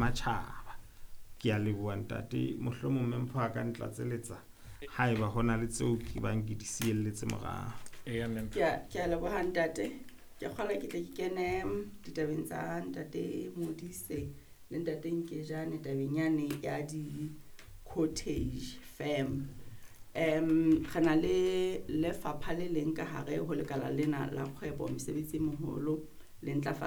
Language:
Southern Sotho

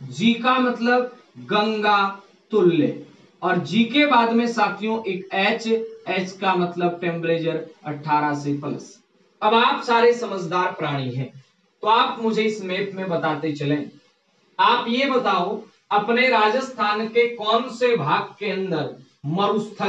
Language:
Hindi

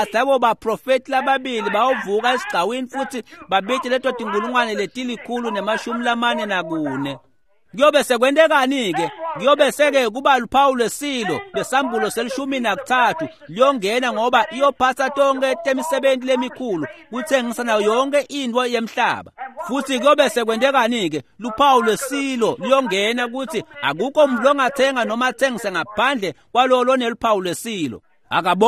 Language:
Swati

